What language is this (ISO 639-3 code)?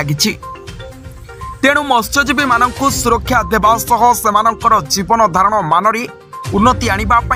ori